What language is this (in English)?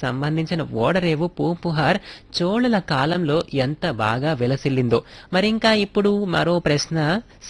Telugu